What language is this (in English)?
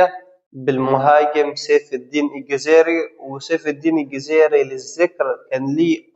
Egyptian Arabic